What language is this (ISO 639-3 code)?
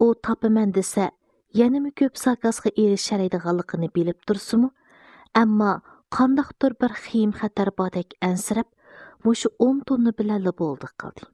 uig